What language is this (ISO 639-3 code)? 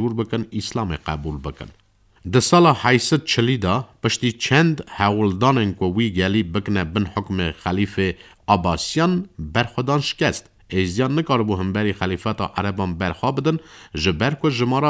kur